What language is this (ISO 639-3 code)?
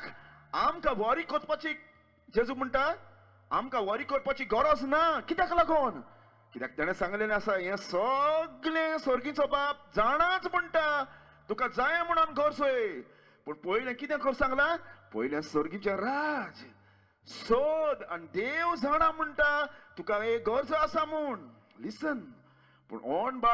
kok